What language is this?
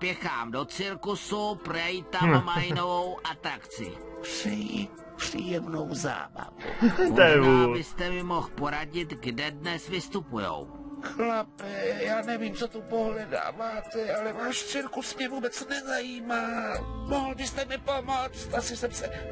Czech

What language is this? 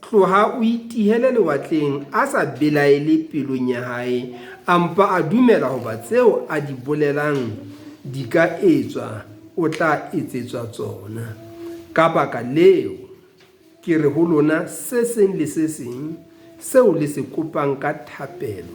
Southern Sotho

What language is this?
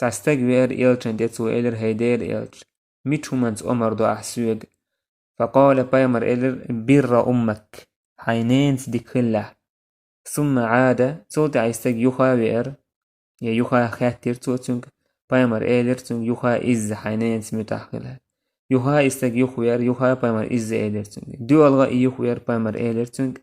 Chechen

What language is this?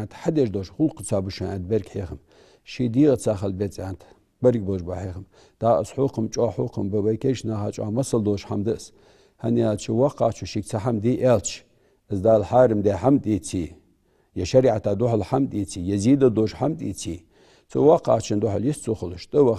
Ingush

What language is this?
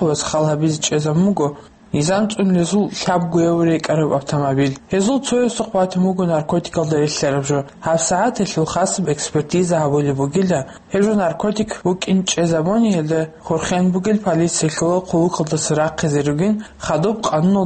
Avaric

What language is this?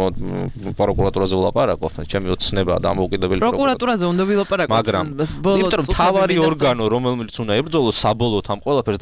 Georgian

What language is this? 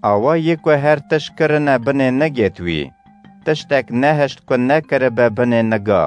Kurdish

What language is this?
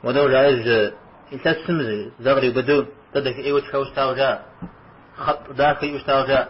Kabardian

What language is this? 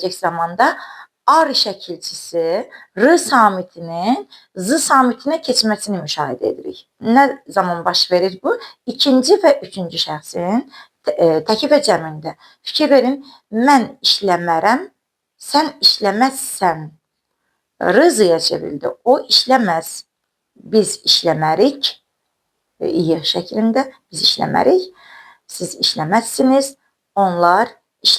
Azerbaijani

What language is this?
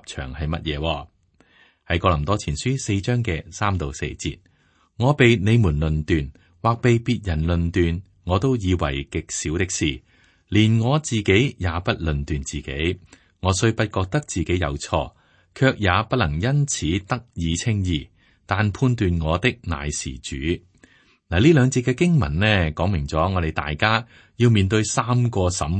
Cantonese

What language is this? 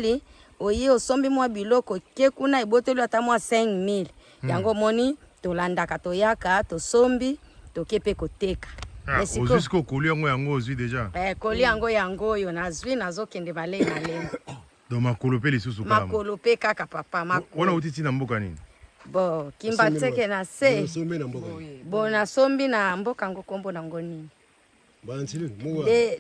Lingala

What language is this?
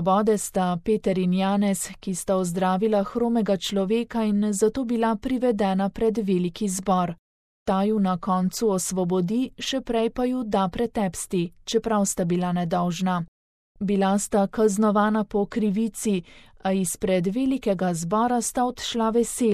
Slovenian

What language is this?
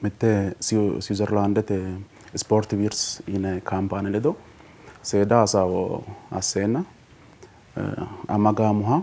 Sidamo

